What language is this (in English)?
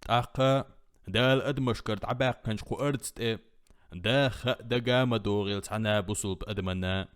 Chechen